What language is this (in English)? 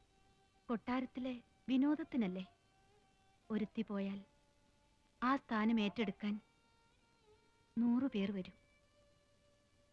Malayalam